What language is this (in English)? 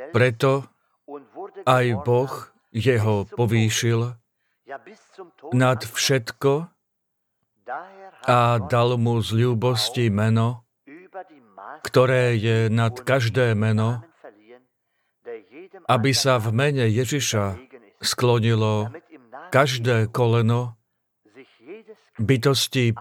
Slovak